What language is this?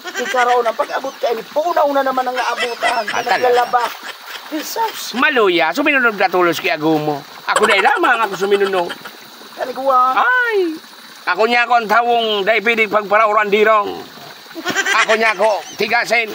Bikol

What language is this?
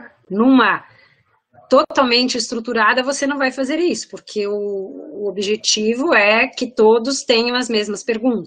Portuguese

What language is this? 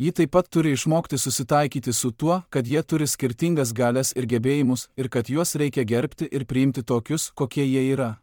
Lithuanian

